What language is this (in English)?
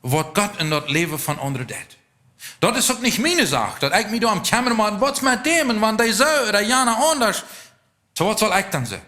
Plautdietsch